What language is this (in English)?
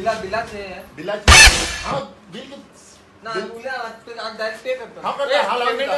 Konkani